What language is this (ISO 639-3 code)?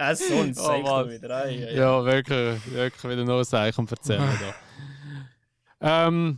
gsw